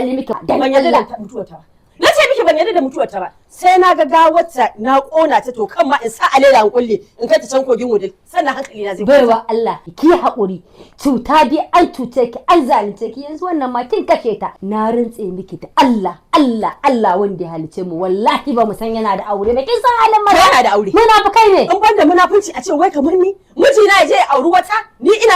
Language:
Hausa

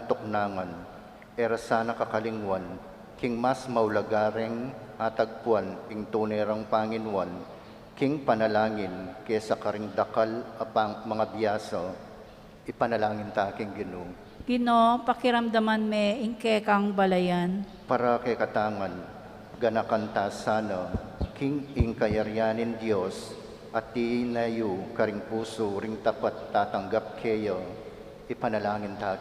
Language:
Pampanga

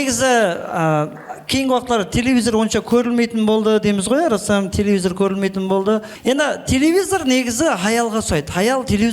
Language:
Kara-Kalpak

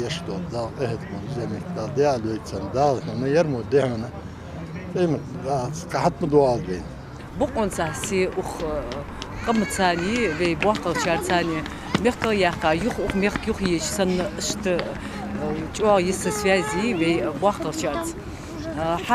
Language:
Ingush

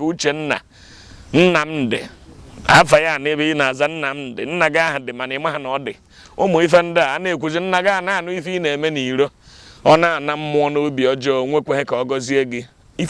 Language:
Igbo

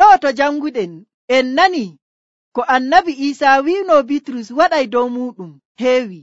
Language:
Nigerian Fulfulde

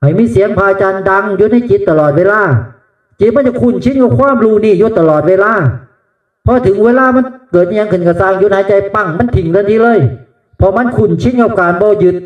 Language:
Northeastern Thai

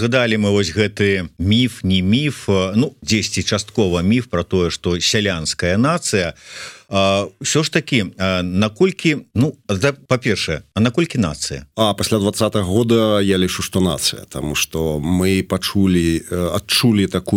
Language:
Belarusian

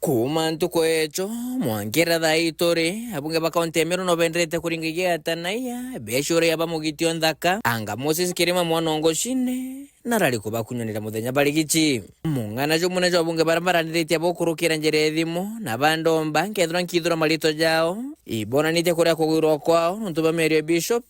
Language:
Meru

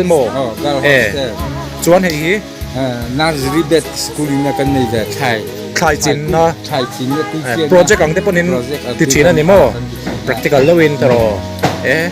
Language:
Mizo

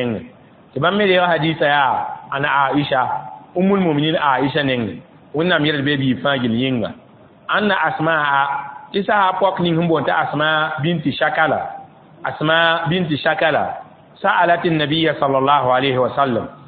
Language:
Mossi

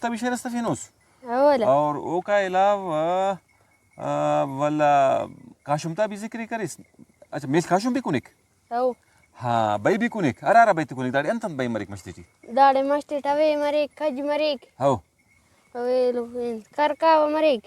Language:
Brahui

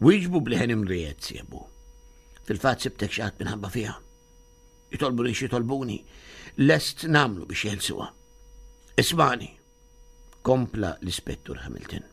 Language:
Maltese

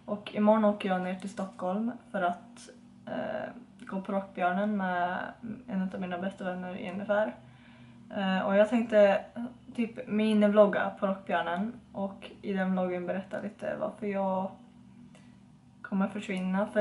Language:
Swedish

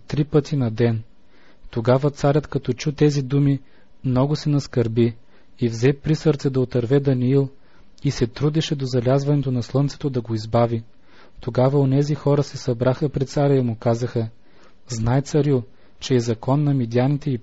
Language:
Bulgarian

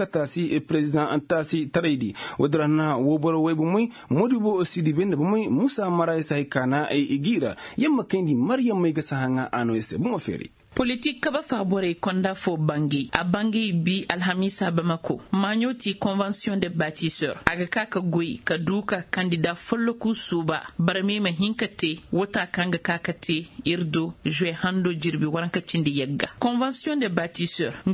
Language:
Koyraboro Senni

